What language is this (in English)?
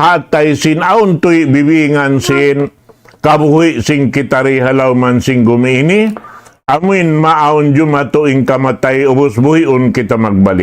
Tausug